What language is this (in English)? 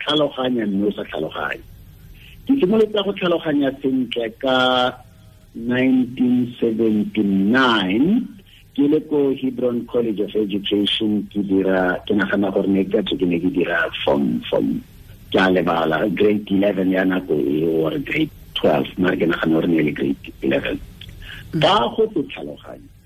Tswana